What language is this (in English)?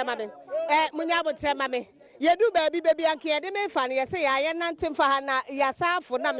Akan